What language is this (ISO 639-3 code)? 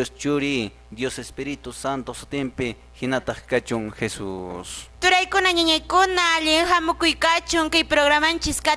que